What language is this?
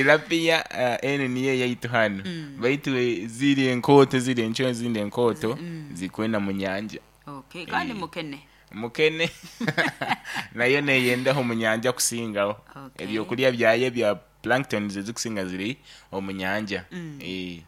Nyoro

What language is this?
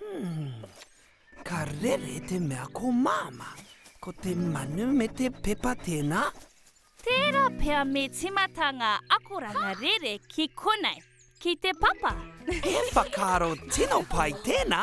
Māori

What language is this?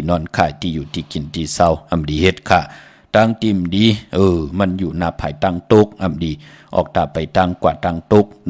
Shan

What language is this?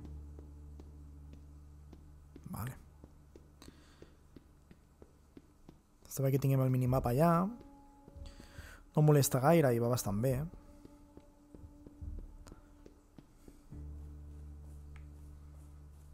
Catalan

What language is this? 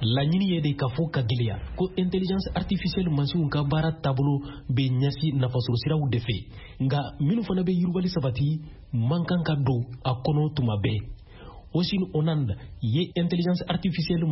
Bambara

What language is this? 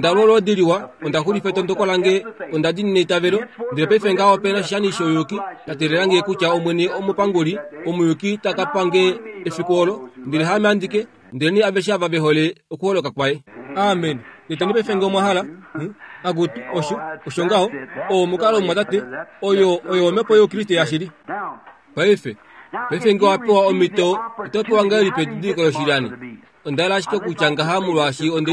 Kuanyama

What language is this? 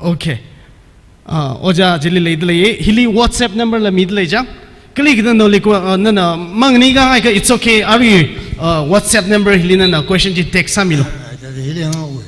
Tangkhul Naga (India)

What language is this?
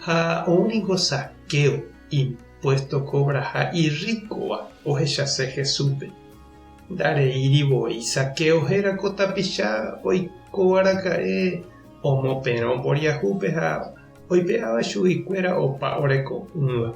Guarani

